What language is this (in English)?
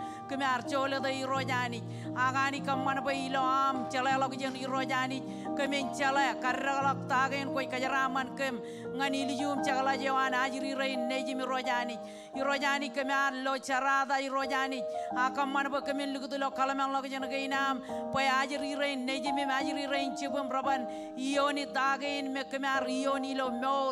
Marshallese